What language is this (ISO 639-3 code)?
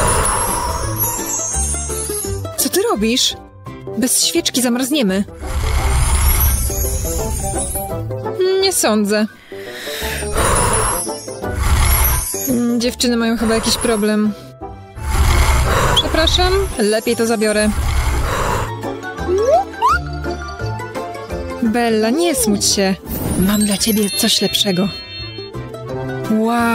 pol